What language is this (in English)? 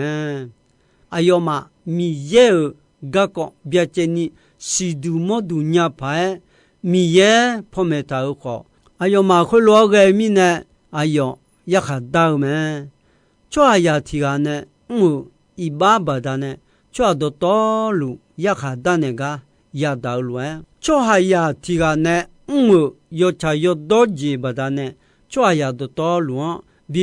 Akha